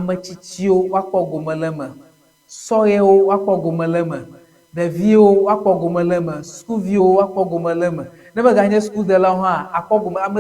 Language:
Ewe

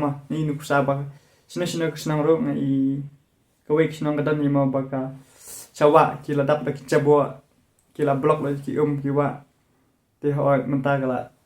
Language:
Khasi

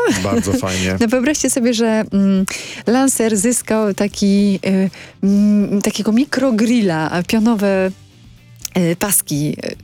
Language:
Polish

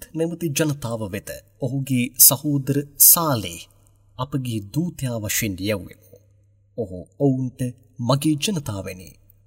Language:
Sinhala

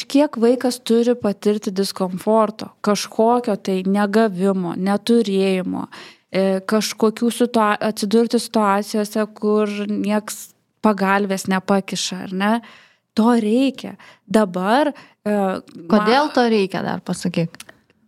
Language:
Lithuanian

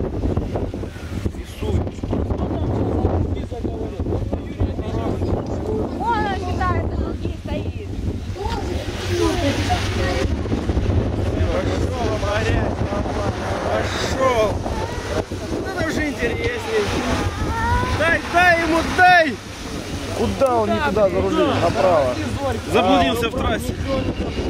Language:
Russian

